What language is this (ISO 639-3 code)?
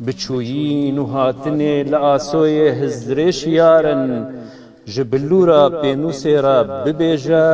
kur